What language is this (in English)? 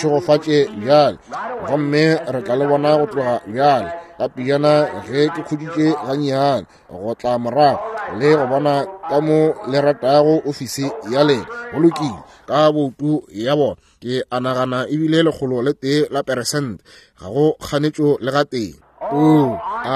Northern Sotho